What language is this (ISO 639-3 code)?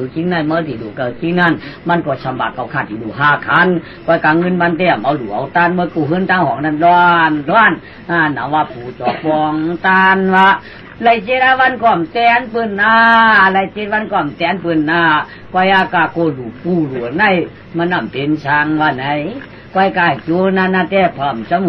shn